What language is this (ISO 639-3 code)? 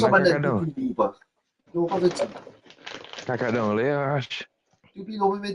mfe